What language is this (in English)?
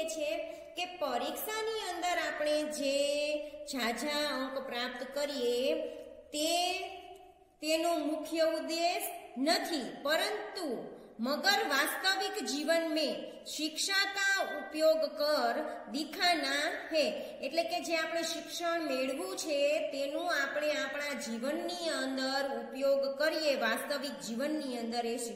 Gujarati